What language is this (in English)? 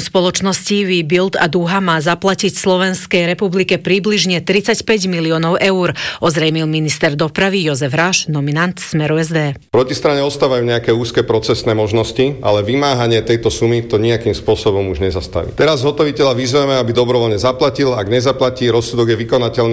Slovak